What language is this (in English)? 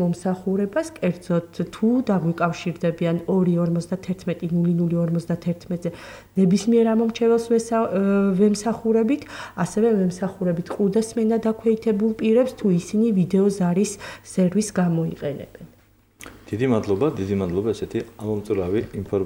Georgian